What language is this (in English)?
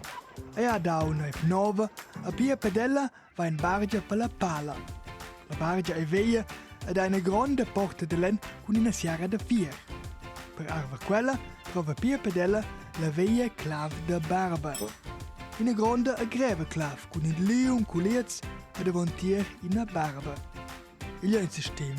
Romansh